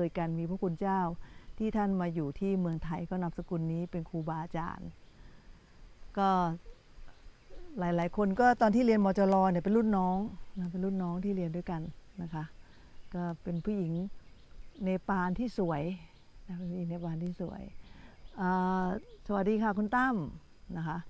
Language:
Thai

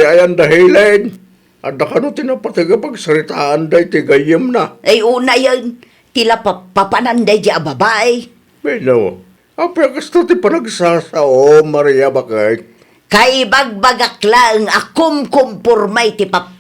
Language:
Iloko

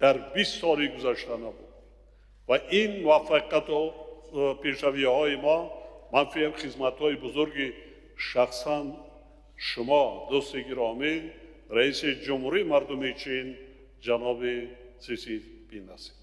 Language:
Tajik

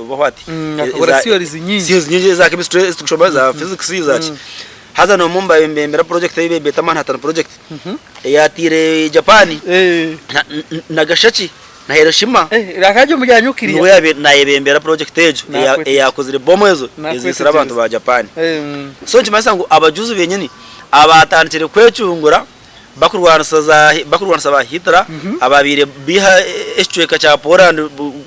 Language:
Nyankole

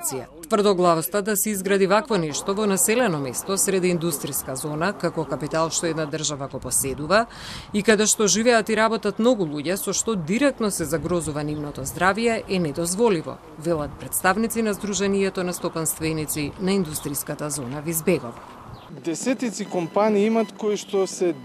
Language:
Macedonian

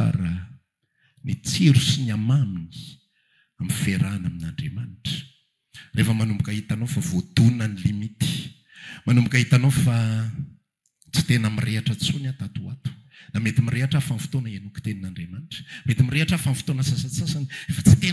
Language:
Malagasy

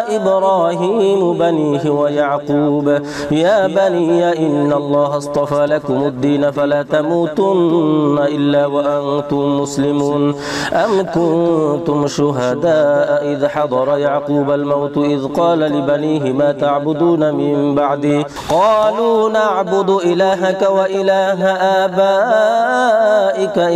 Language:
Arabic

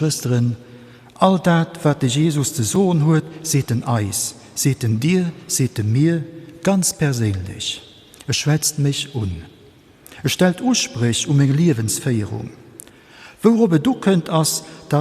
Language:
Luxembourgish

